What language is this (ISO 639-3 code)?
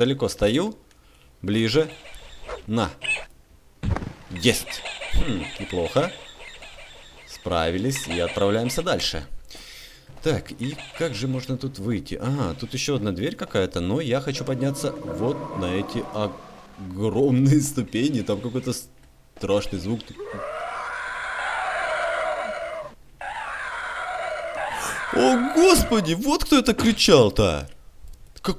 rus